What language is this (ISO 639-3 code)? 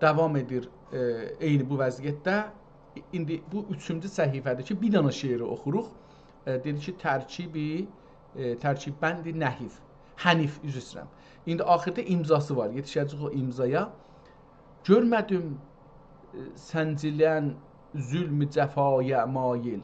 azb